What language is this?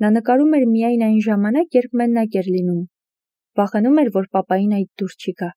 Armenian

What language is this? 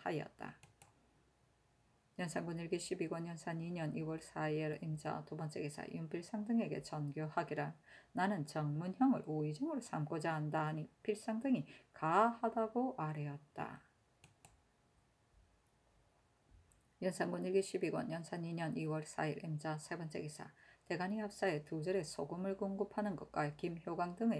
Korean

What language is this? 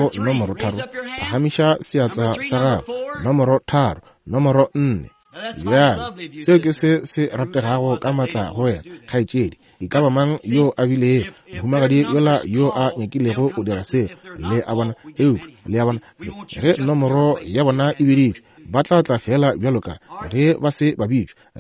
Northern Sotho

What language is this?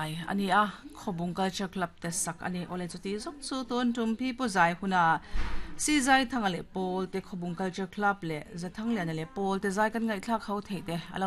Mizo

